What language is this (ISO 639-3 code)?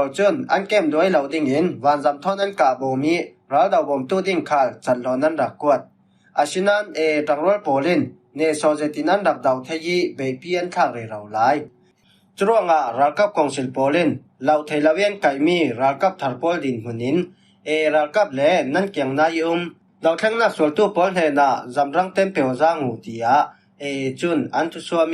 cfm